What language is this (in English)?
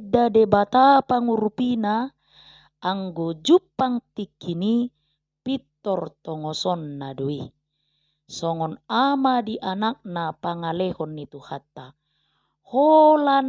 Batak Toba